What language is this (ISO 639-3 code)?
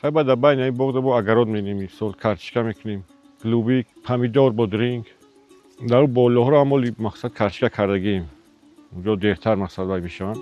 tgk